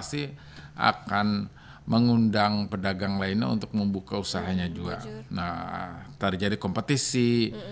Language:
Banjar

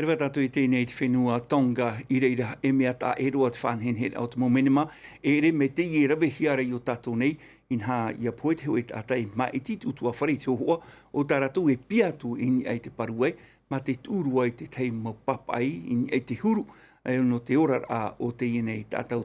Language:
Tahitian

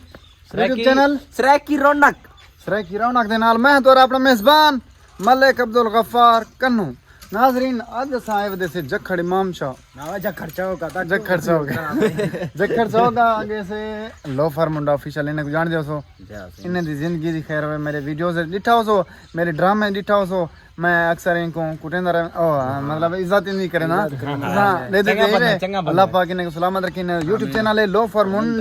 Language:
Saraiki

